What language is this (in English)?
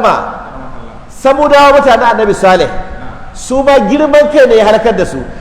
Hausa